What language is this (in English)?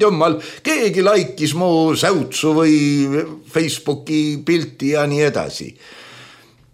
Estonian